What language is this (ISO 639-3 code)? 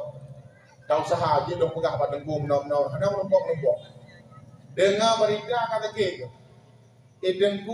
ace